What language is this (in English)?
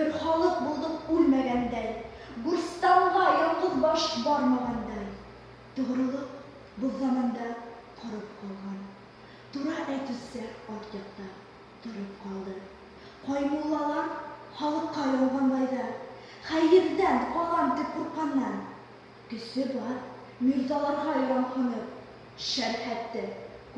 Bashkir